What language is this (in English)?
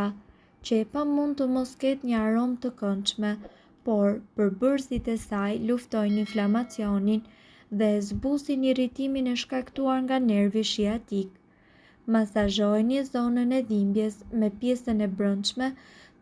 Albanian